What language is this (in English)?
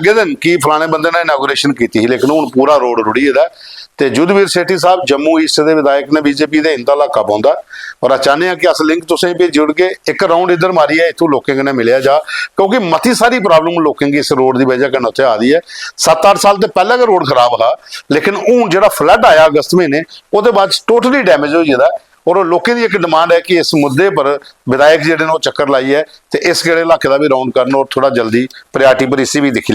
Dogri